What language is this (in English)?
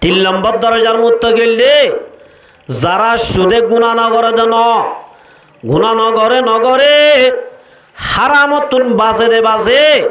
Rohingya